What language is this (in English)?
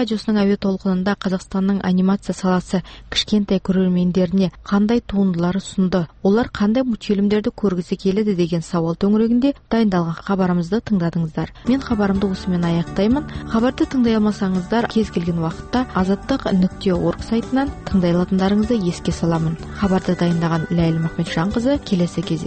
Kazakh